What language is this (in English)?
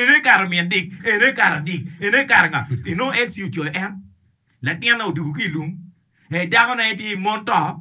Acoli